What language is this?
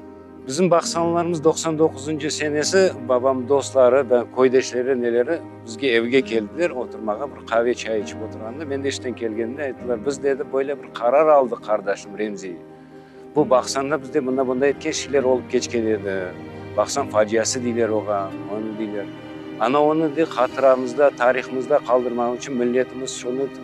Crimean Tatar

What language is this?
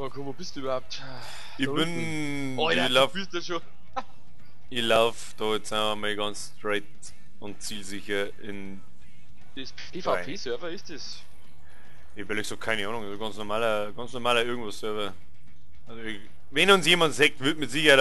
Bavarian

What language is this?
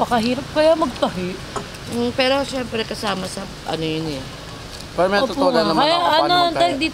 Filipino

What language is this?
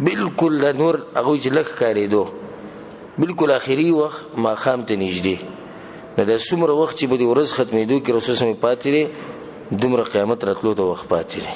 Pashto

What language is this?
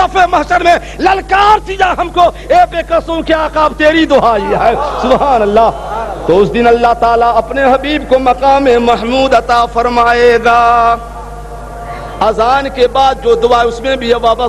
Urdu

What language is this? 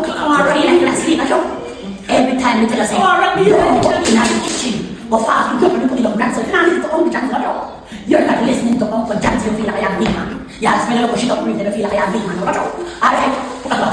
Jamaican Creole English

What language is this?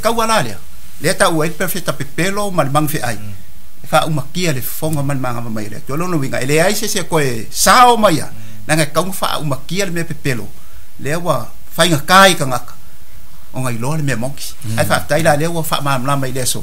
Samoan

